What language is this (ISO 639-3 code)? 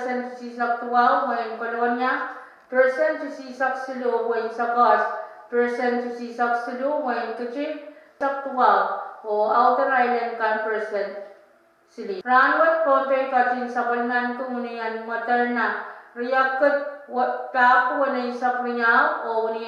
pon